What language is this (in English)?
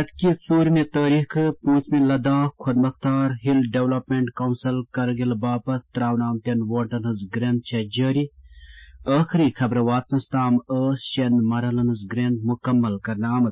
Kashmiri